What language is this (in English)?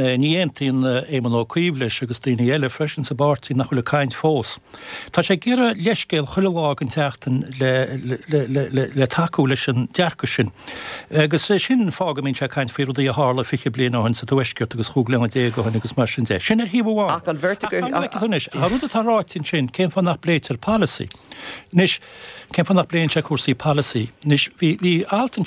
Irish